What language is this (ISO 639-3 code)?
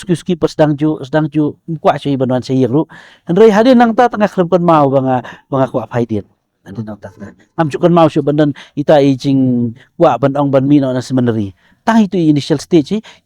kha